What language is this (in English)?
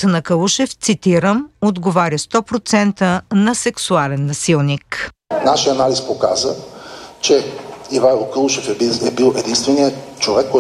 Bulgarian